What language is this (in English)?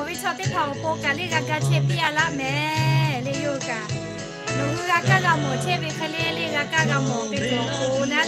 Lahu